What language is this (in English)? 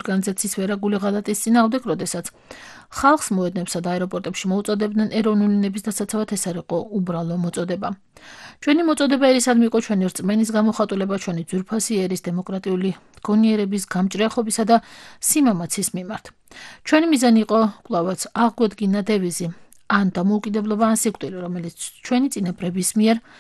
Georgian